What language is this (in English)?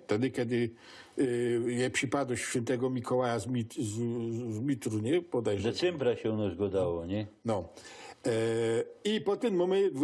Silesian